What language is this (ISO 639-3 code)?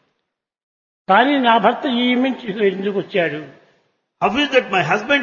tel